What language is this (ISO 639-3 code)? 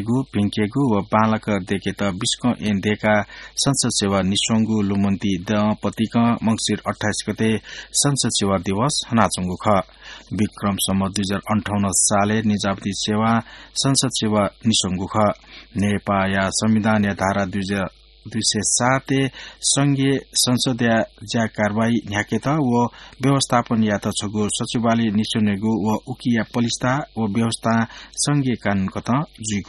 new